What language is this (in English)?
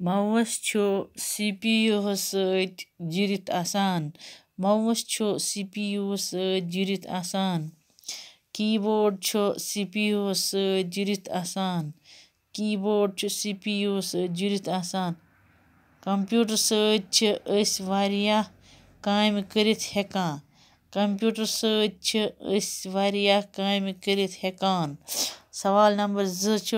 Kashmiri